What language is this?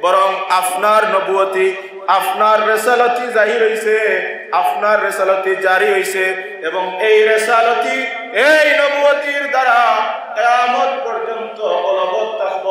Sylheti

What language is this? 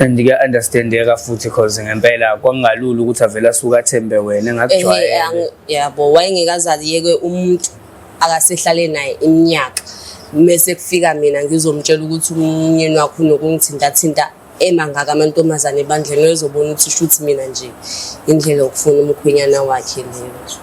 Zulu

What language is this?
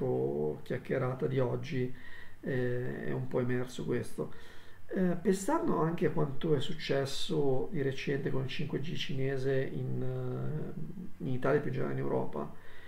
Italian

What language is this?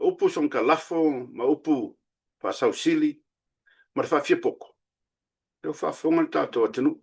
Samoan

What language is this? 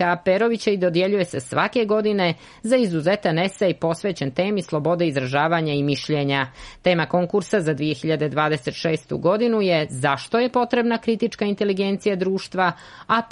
Serbian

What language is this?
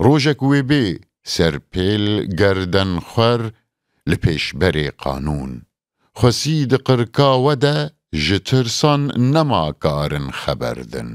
Kurdish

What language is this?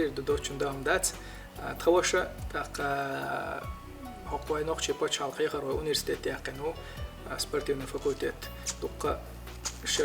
Chechen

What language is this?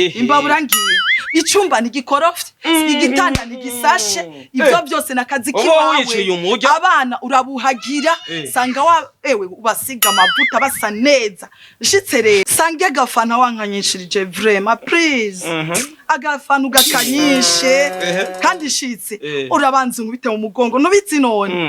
Rundi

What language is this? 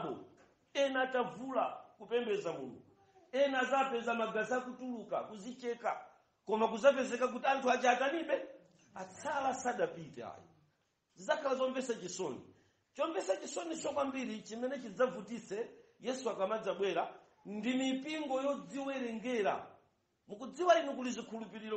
Nyanja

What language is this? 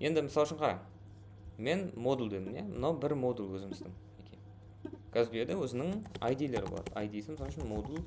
Kara-Kalpak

